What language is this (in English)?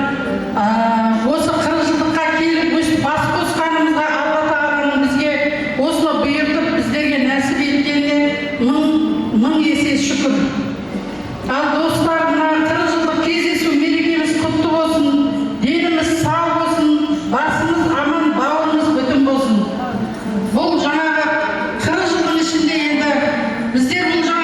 Kara-Kalpak